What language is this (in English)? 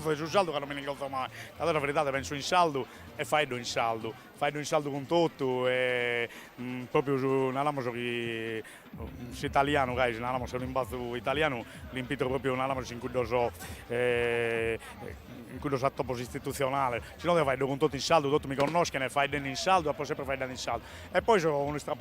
Sardinian